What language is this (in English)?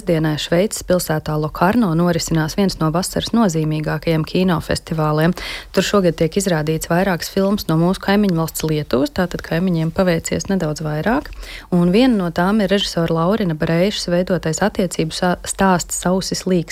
Latvian